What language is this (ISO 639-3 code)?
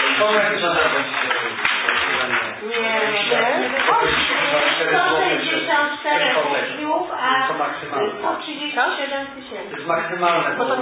pol